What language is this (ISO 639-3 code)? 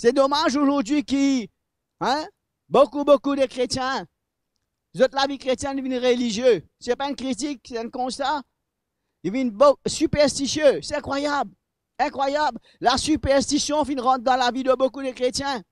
mfe